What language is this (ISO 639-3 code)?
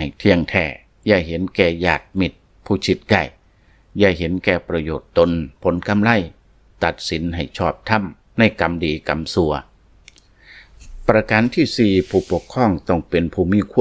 lao